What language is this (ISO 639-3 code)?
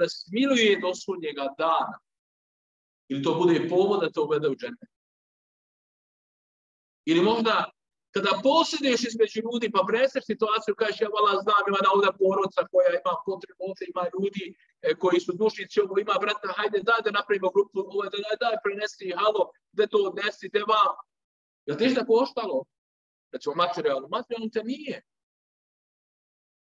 bos